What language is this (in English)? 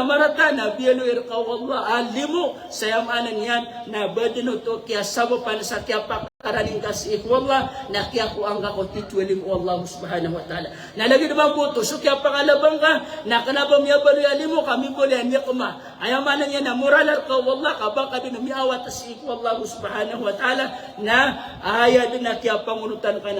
Maranao